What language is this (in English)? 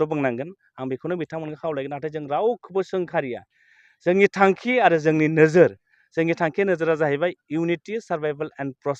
Bodo